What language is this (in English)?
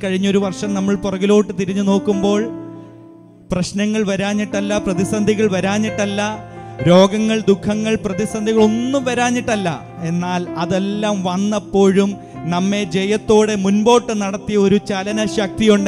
Malayalam